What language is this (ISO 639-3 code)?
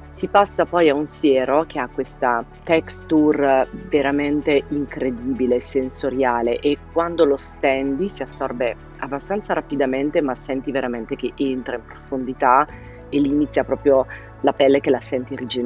ita